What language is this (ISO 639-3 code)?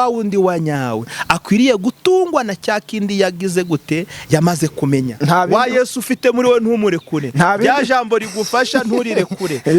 kin